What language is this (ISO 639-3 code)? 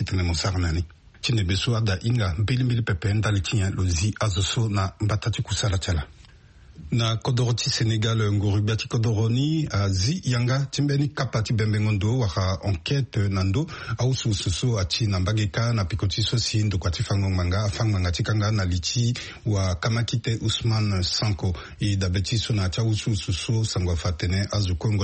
sag